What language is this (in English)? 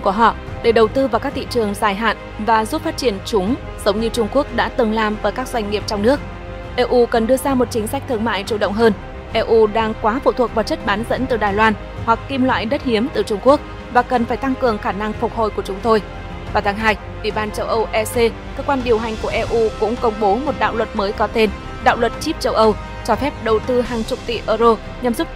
Vietnamese